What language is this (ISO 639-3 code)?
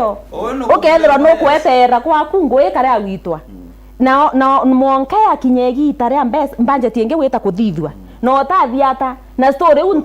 mer